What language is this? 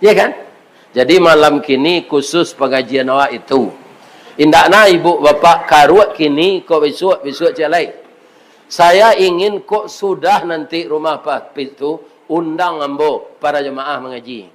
Minangkabau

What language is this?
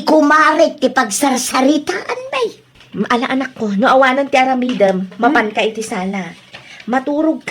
Iloko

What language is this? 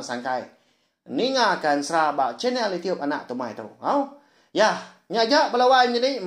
Iban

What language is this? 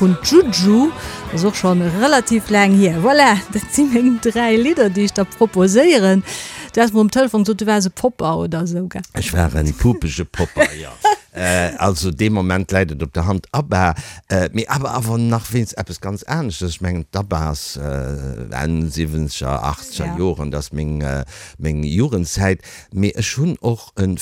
Luxembourgish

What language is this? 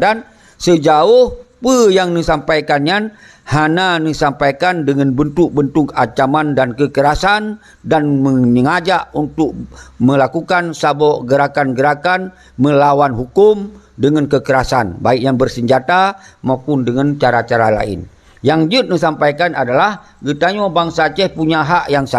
Achinese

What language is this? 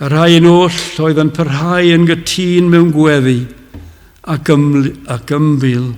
Welsh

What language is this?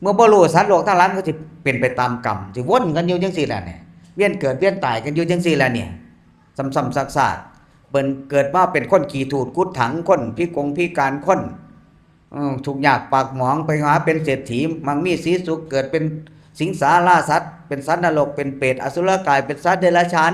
Northeastern Thai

